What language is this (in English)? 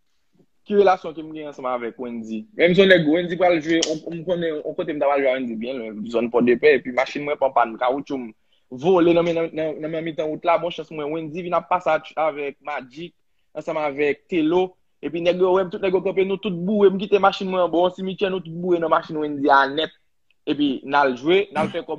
Haitian Creole